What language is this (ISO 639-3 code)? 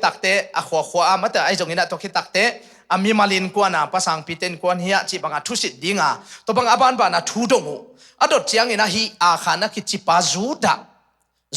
ctd